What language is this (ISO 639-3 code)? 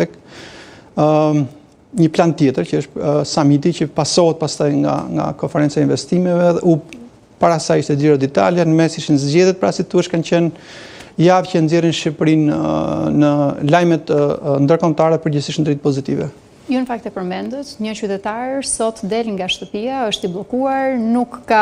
sqi